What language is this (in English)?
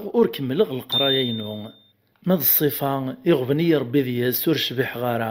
Kabyle